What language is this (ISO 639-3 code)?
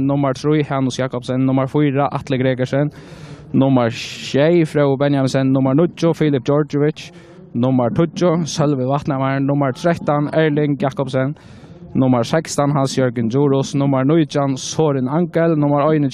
fao